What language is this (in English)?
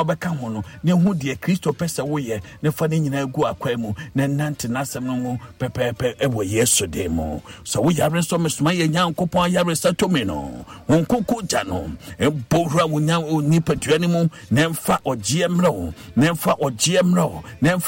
Akan